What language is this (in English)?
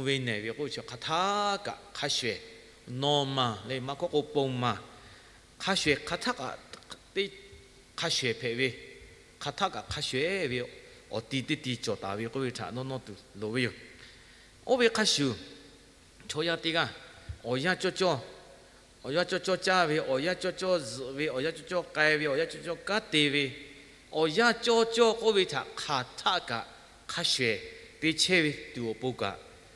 Lahu